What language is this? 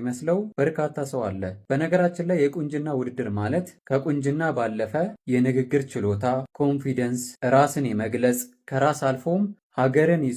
Amharic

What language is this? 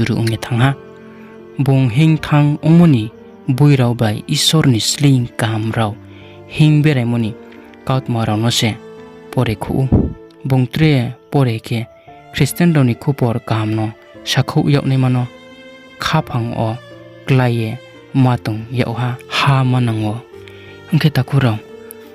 Riang (India)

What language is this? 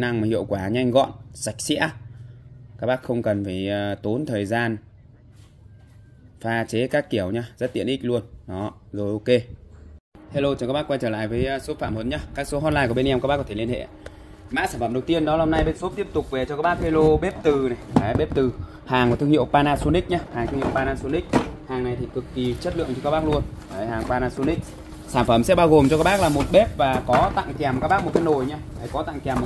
Vietnamese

